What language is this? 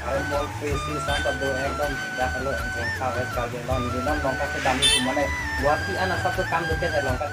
Karbi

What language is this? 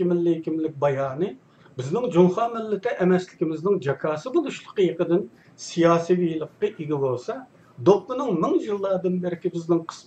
Uyghur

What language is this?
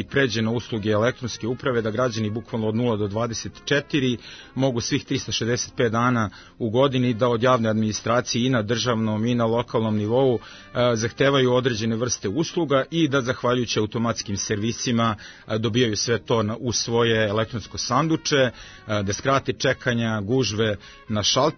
Serbian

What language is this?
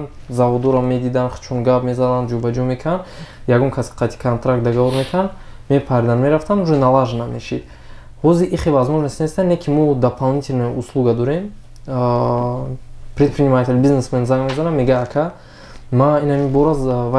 Tajik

